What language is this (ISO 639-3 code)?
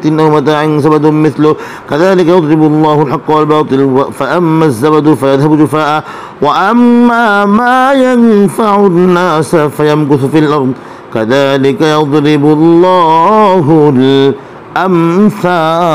ara